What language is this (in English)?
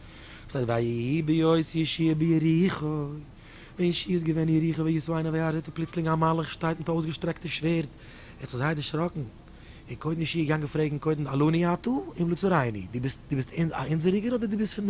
Yiddish